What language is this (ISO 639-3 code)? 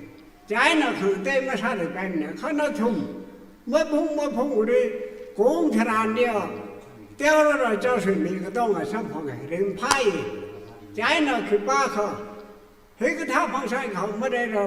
nmf